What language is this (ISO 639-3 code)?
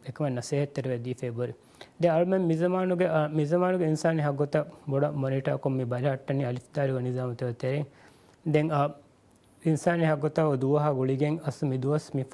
div